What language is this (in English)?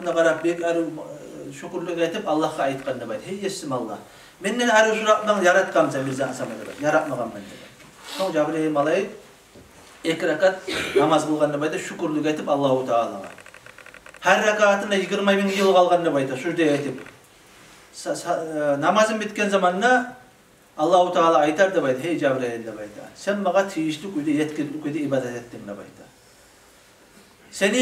Kumyk